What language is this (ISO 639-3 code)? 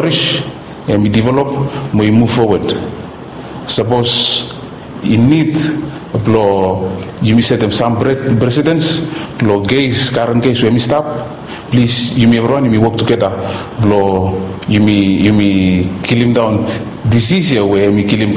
bis